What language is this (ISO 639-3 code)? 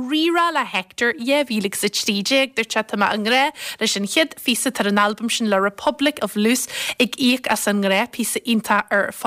gle